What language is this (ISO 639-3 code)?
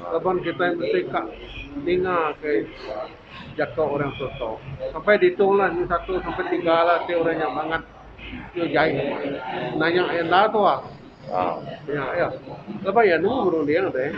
iba